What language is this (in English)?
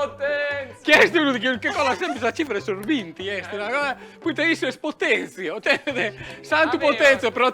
Sardinian